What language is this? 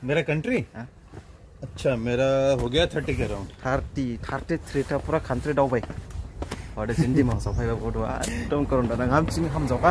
Dimasa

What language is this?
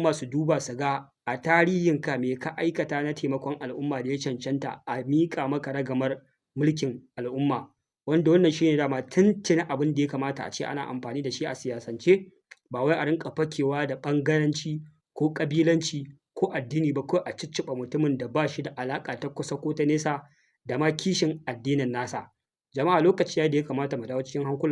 Hausa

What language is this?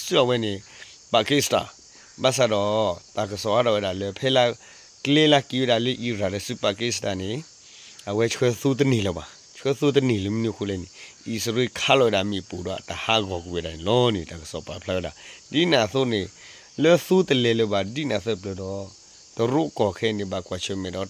S'gaw Karen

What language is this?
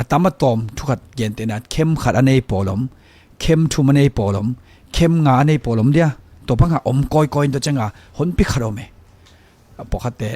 Tedim Chin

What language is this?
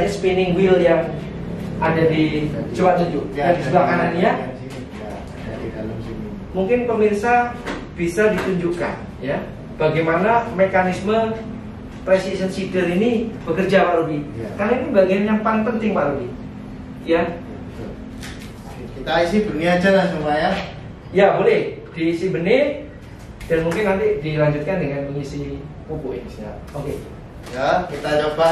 Indonesian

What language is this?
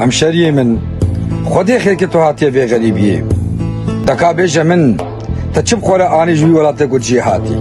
Kurdish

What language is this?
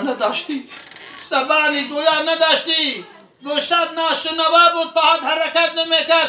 Tajik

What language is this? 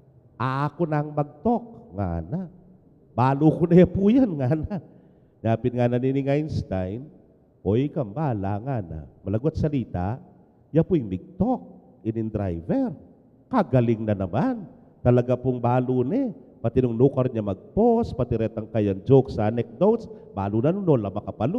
Pampanga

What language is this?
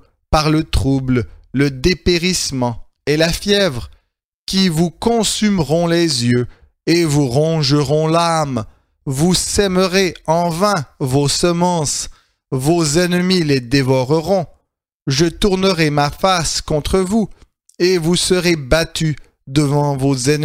French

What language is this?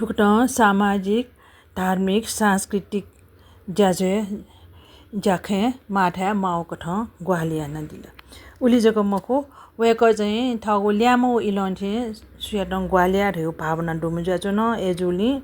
Newari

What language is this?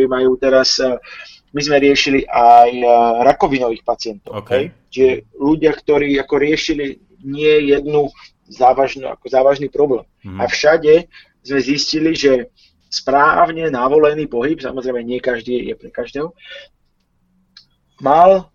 Slovak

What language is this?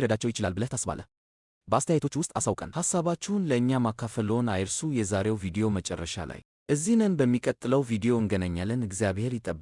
Amharic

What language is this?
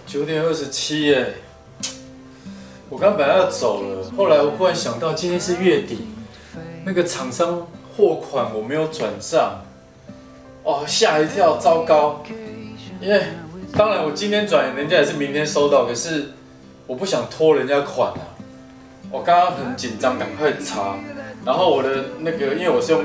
Chinese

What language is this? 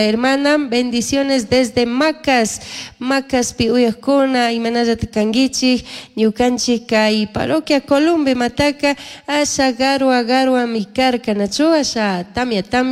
Chimborazo Highland Quichua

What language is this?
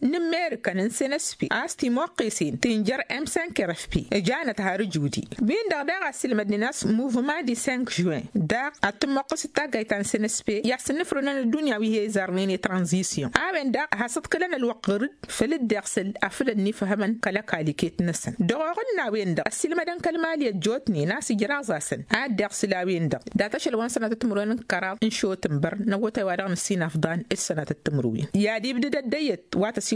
Tamasheq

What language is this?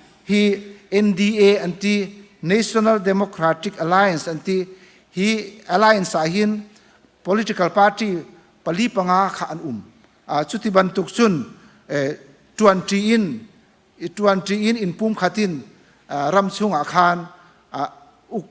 Hakha Chin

